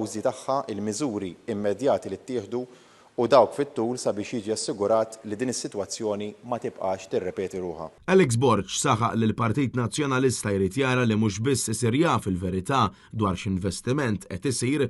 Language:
Maltese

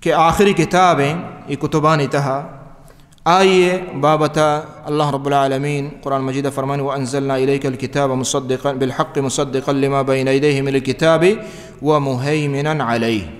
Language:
Baluchi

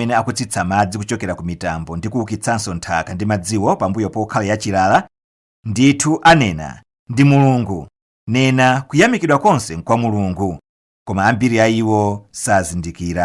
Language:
Nyanja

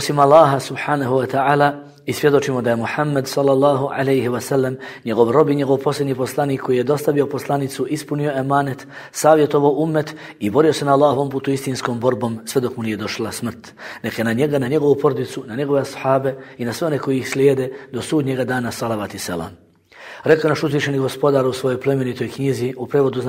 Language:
Bosnian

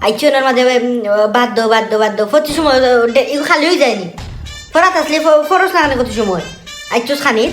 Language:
Sylheti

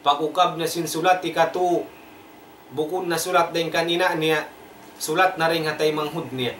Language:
Tausug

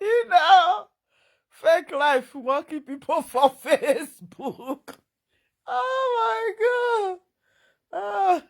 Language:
Nigerian Pidgin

